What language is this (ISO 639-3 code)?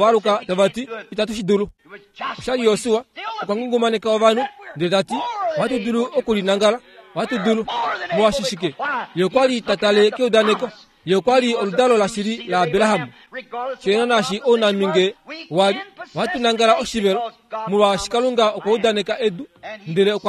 kua